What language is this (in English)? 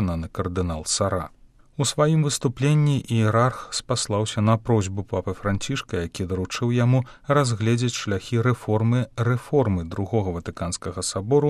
Belarusian